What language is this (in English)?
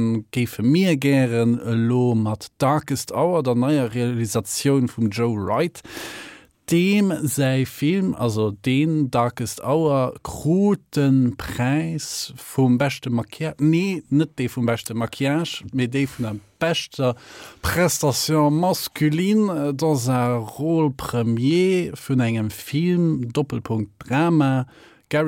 Luxembourgish